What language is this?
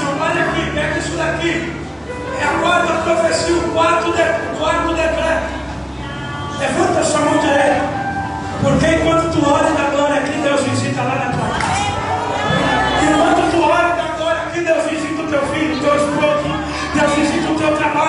Portuguese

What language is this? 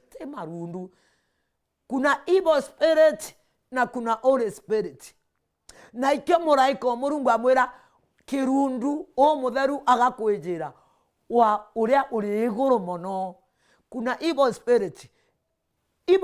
Meru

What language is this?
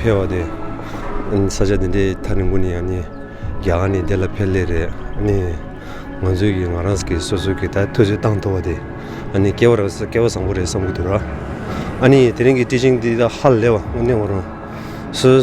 Tibetan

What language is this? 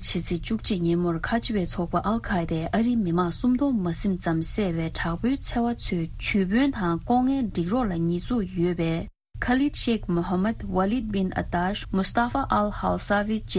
Tibetan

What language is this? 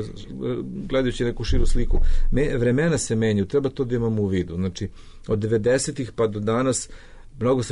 Serbian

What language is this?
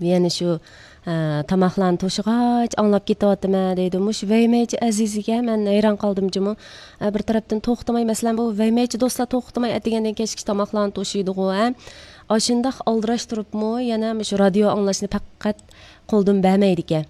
Uyghur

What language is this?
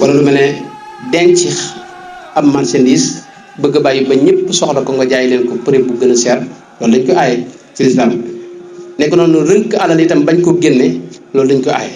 Wolof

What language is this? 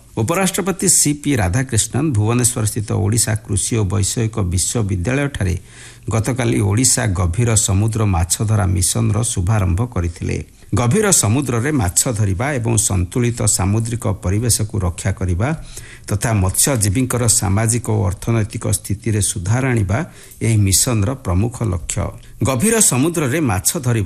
Odia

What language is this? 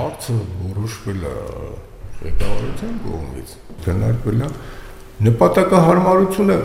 Armenian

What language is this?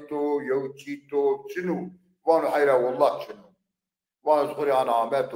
Zaza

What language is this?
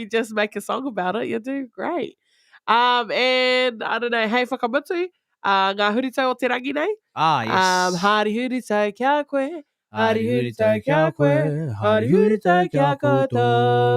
Māori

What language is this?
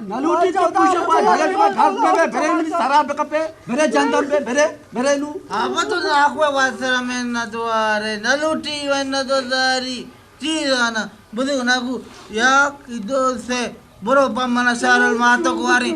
Eastern Balochi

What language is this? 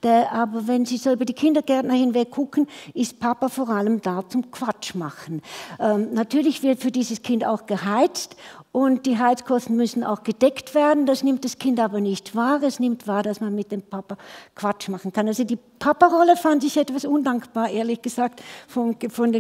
German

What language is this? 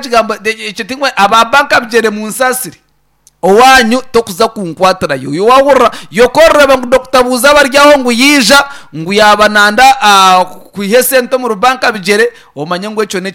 Nyankole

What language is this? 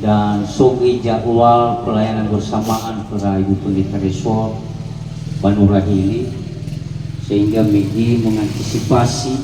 Nias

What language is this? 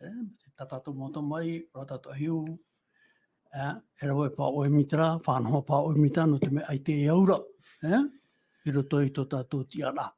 Tahitian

